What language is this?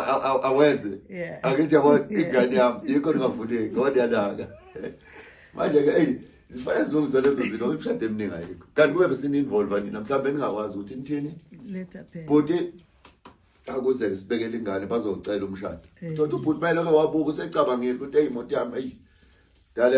Zulu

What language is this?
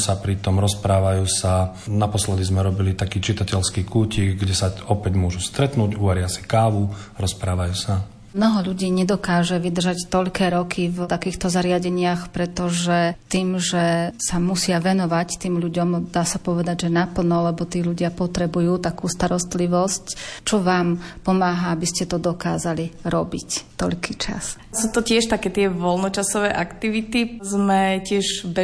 Slovak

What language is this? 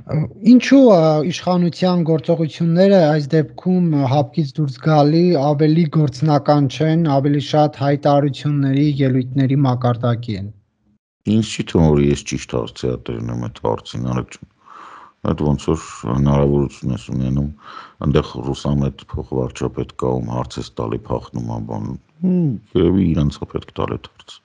Armenian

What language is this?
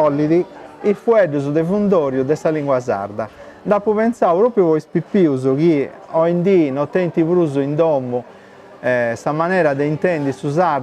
Sardinian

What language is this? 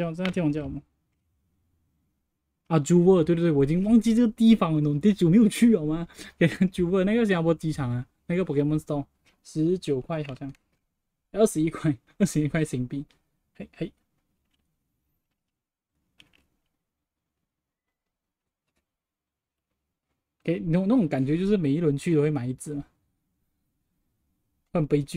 Chinese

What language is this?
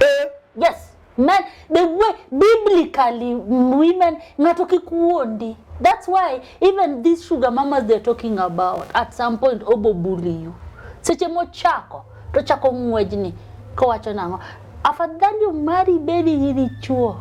Luo (Kenya and Tanzania)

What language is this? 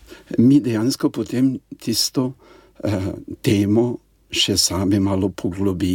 Slovenian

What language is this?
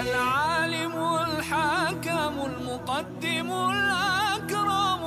Bosnian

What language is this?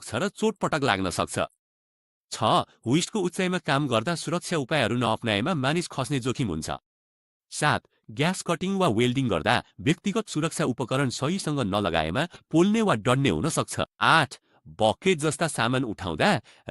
Nepali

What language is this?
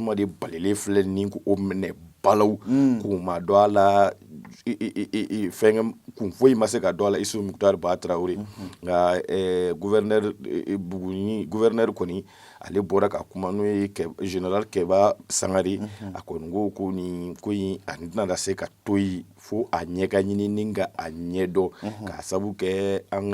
Bambara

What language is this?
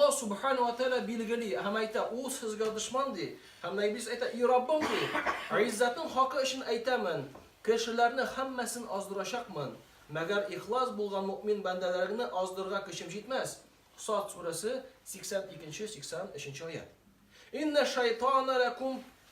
Tatar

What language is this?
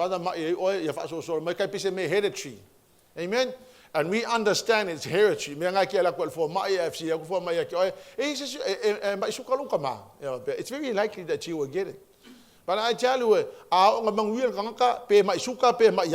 Samoan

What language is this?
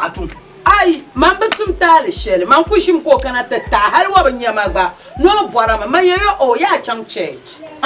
Dagbani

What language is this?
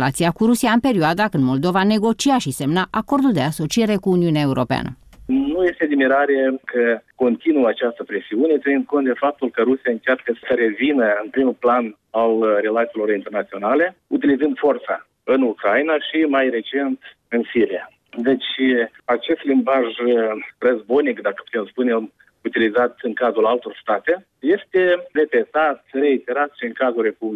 Romanian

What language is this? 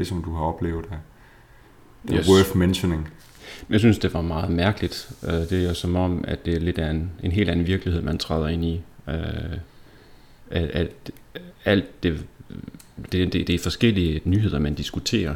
Danish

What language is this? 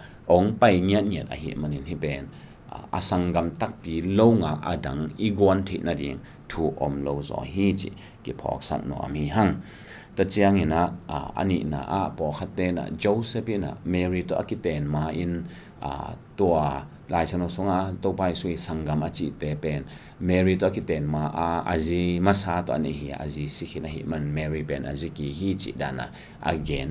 Tedim Chin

